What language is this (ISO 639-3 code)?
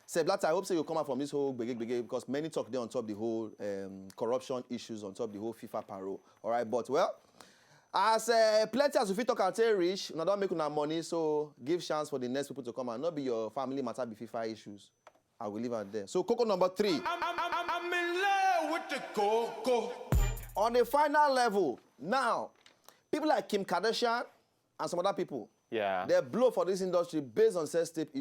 pcm